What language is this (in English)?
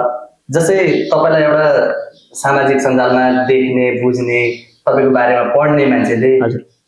Nepali